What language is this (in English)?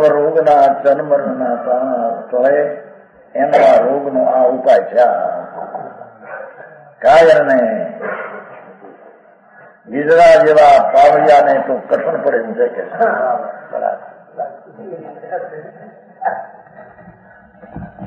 Gujarati